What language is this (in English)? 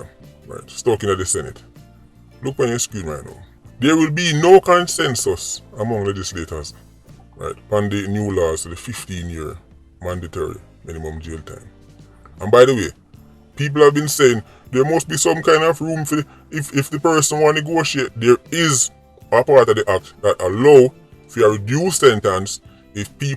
Jamaican Creole English